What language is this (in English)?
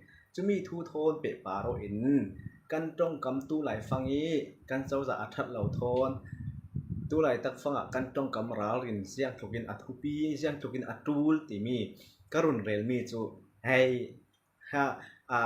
Falam Chin